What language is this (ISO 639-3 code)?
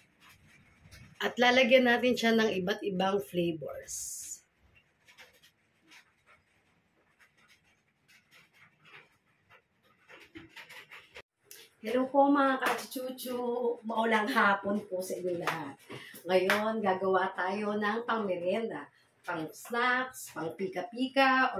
fil